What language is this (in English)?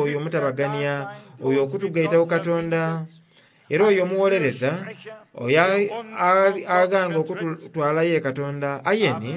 Soga